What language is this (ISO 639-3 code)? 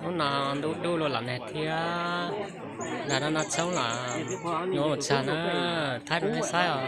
hmn